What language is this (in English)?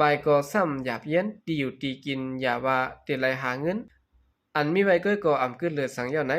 Shan